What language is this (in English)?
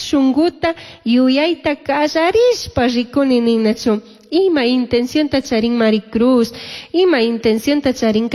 Chimborazo Highland Quichua